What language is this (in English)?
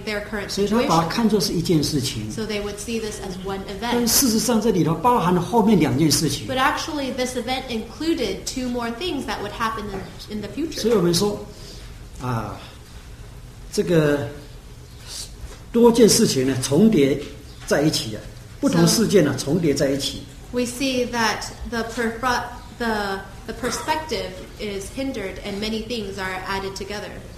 Chinese